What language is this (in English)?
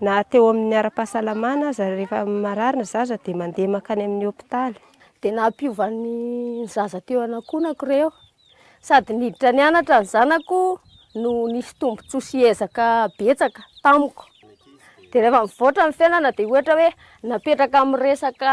Malagasy